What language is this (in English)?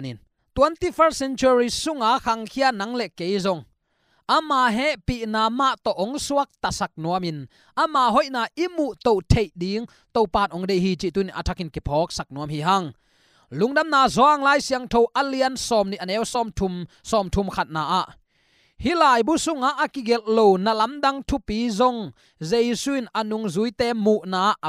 Tedim Chin